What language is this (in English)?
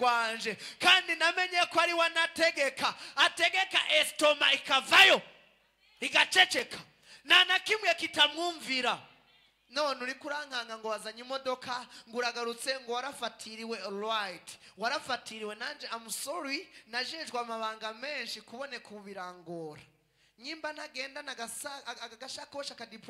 Rundi